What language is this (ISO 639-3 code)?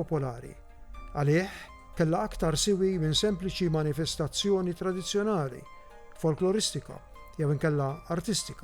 mlt